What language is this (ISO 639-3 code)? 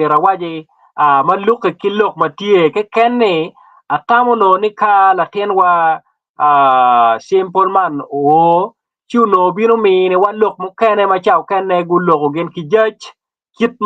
ach